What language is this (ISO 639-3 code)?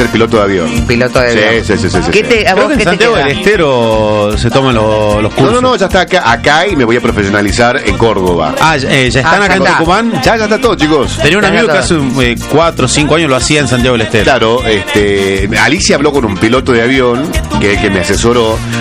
spa